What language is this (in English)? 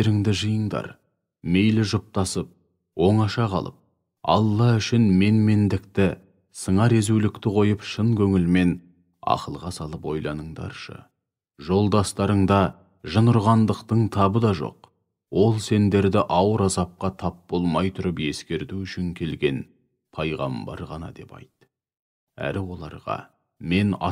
Kazakh